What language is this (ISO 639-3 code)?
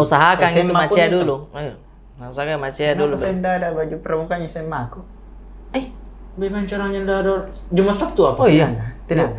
mfp